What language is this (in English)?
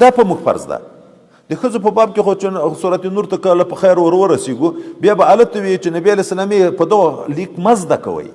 Pashto